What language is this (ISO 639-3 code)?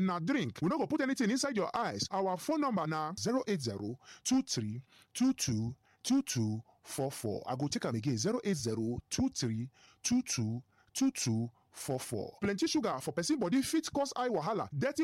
pcm